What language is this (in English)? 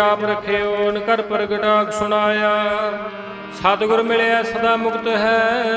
Punjabi